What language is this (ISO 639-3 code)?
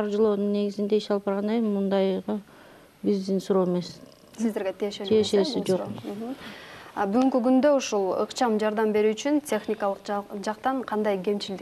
kir